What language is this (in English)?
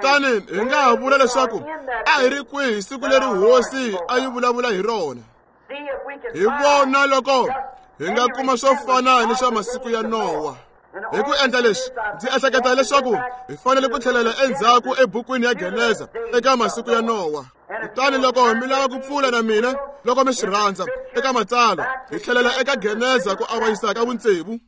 Tsonga